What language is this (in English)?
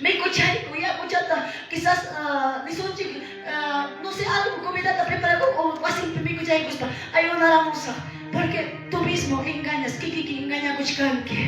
Quechua